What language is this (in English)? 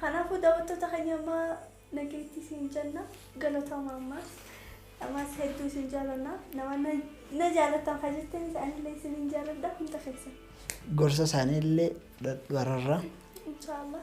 Oromo